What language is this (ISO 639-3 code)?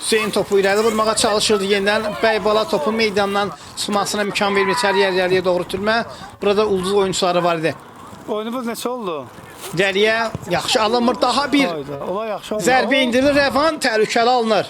aze